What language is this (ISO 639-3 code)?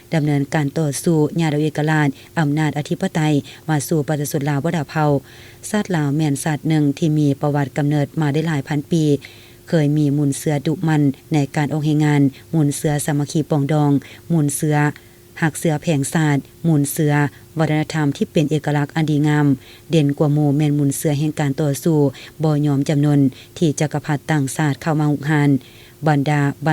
lao